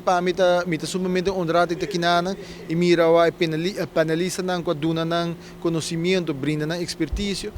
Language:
Papiamento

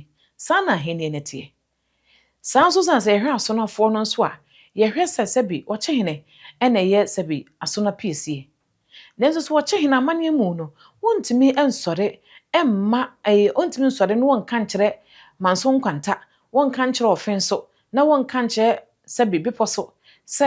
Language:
Akan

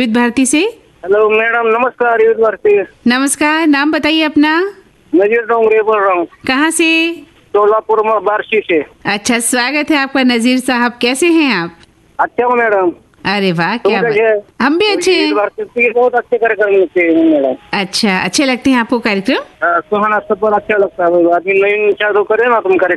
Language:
Hindi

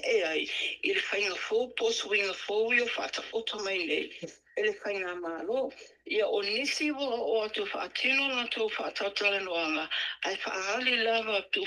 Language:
Samoan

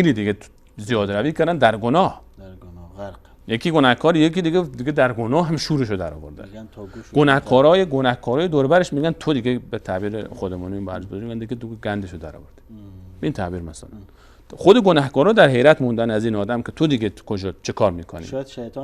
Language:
Persian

